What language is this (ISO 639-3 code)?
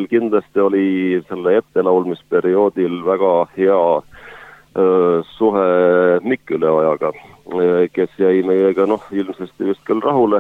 est